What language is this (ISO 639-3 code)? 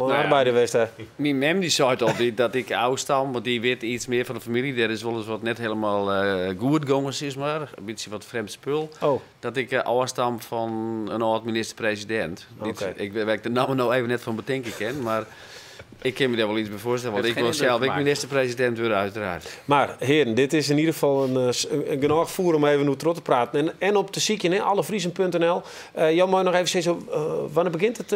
fry